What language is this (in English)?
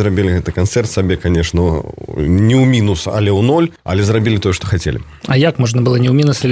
Belarusian